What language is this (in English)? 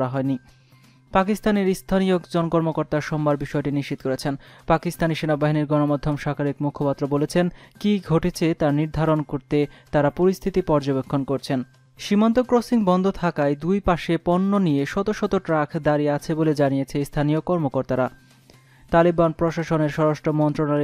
Bangla